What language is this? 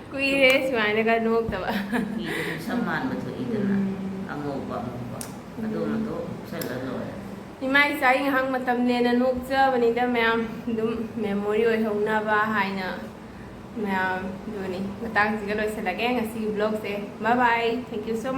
Manipuri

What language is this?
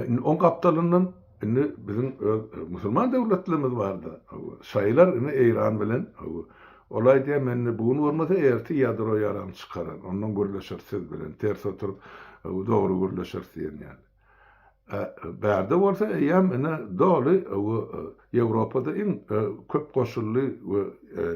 Turkmen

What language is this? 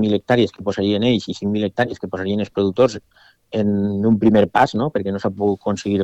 Catalan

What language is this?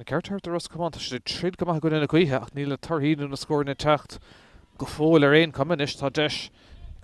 Irish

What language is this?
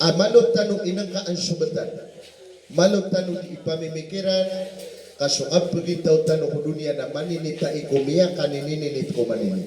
Maranao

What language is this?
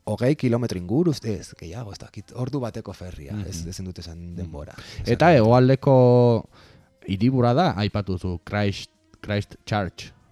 Basque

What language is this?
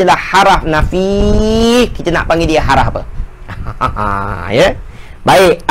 Malay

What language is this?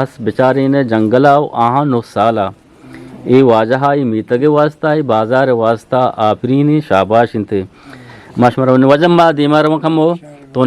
Eastern Balochi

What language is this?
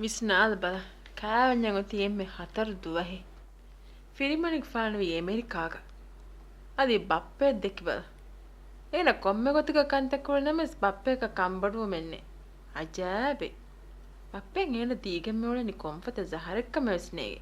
Divehi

